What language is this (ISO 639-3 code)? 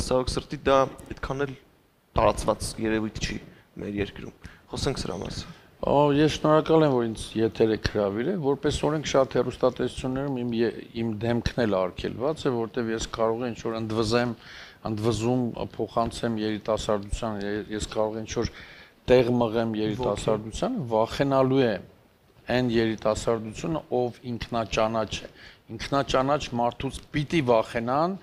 hye